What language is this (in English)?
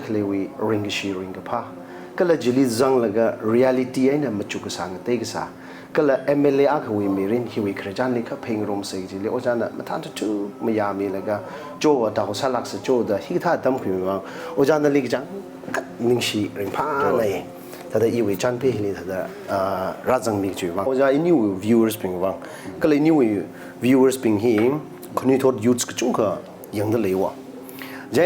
Tangkhul Naga (India)